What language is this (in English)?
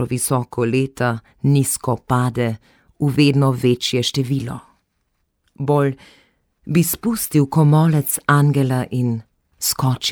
Slovenian